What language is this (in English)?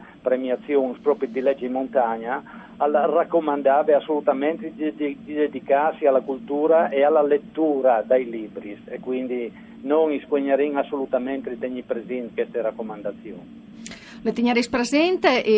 Friulian